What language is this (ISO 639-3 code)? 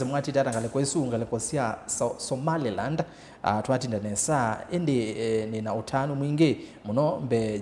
kam